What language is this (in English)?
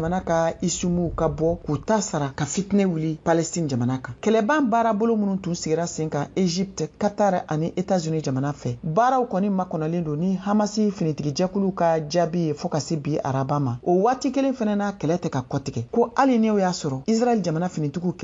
Bambara